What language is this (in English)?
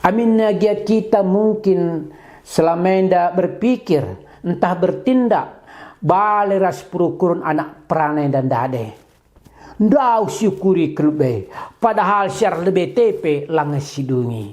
Batak Karo